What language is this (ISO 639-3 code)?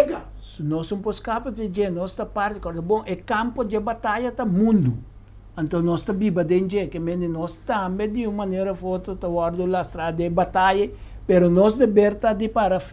pap